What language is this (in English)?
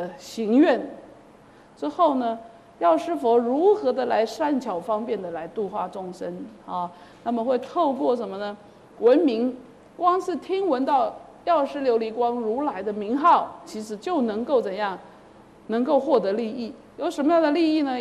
Chinese